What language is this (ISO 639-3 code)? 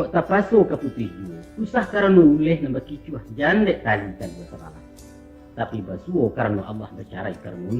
min